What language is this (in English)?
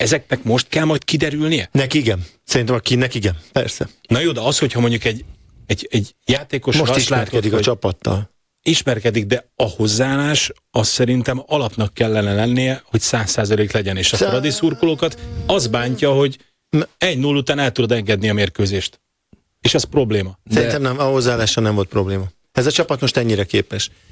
Hungarian